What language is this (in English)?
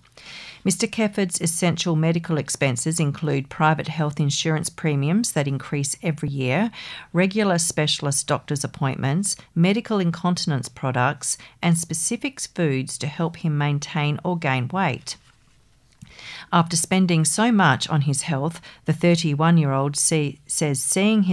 English